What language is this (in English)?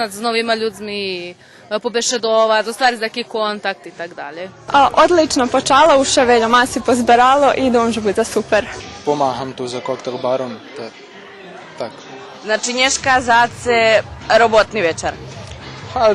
Rusyn